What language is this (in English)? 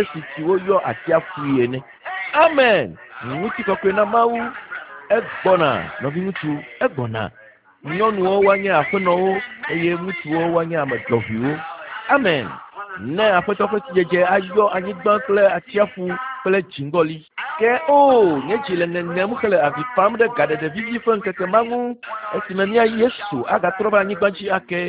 Ewe